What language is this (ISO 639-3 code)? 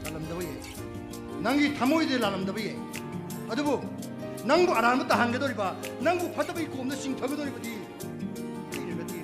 mni